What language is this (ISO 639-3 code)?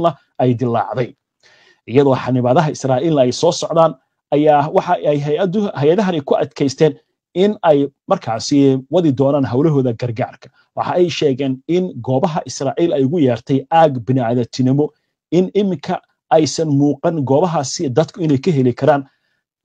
som